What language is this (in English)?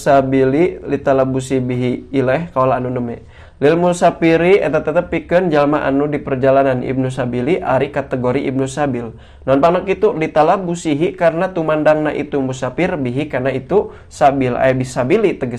Sundanese